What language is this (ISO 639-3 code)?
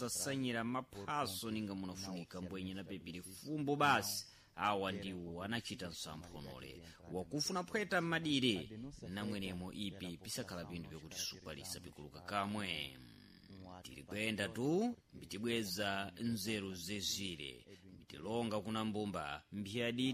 seh